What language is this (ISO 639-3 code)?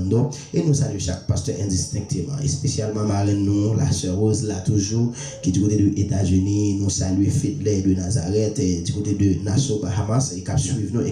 hat